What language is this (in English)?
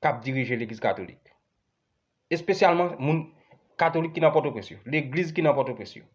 Haitian Creole